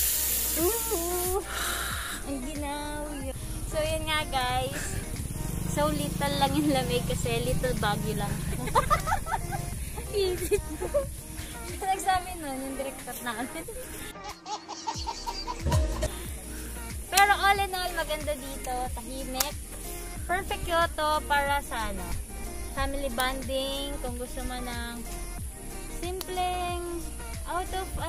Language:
Filipino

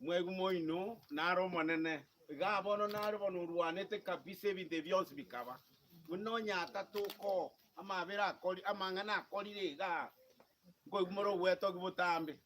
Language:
Gusii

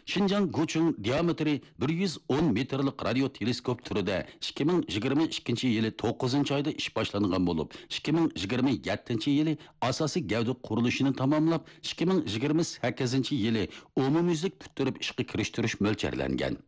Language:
Uyghur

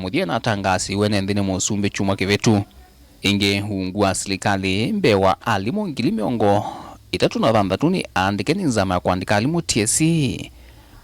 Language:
Kamba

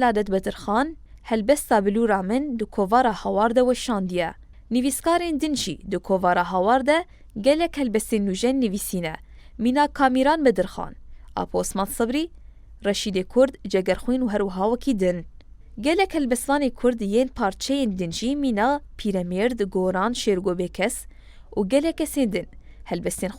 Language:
Kurdish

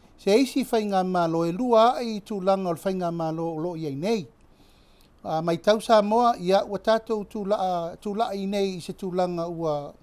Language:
Samoan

